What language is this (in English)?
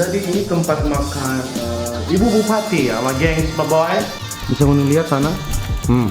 Manado Malay